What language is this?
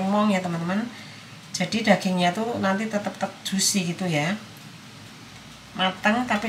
Indonesian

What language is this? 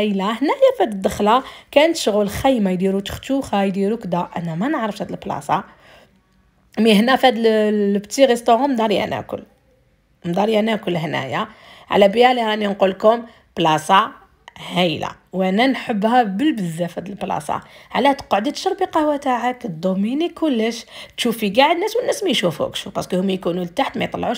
Algerian Arabic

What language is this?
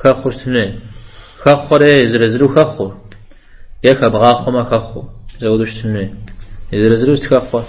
Kabardian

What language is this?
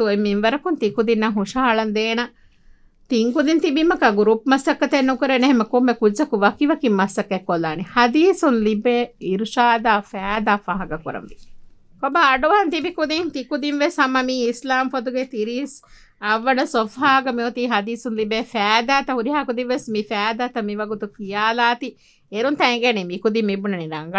Divehi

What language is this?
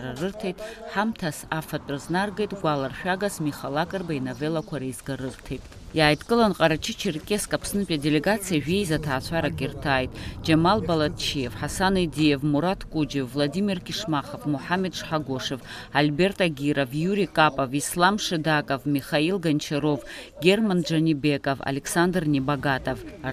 Abkhazian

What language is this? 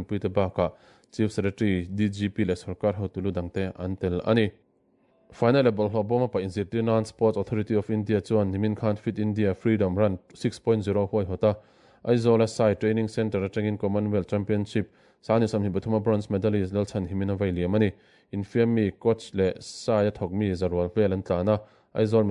Mizo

